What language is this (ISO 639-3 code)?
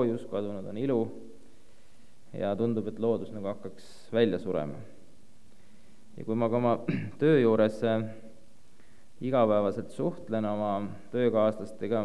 est